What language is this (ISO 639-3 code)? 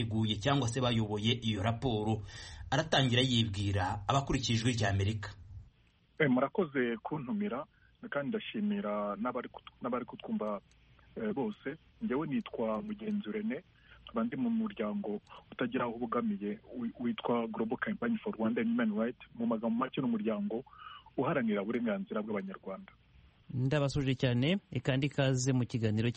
kin